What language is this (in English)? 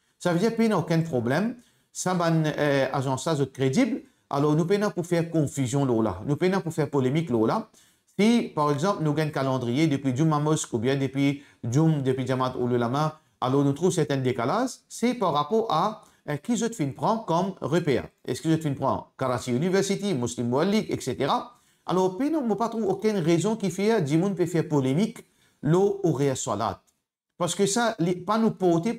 Morisyen